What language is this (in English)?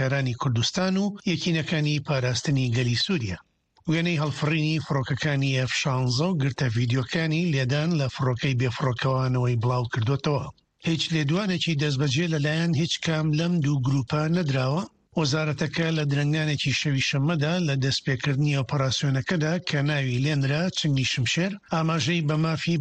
Central Kurdish